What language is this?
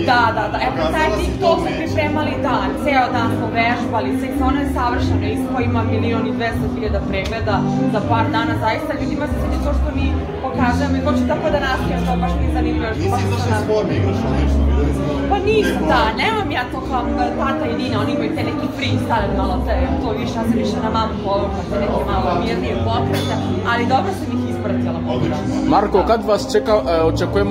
Serbian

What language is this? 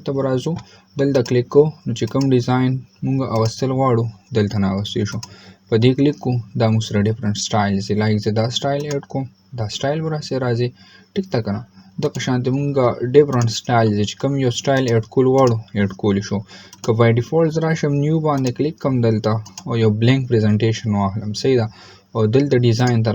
Pashto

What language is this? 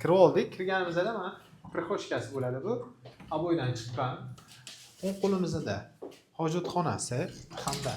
Uzbek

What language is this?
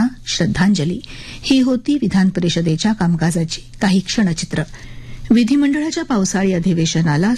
Marathi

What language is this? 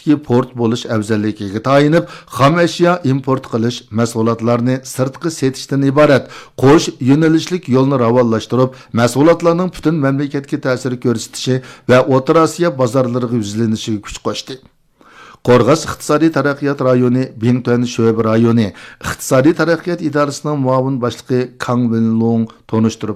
Uyghur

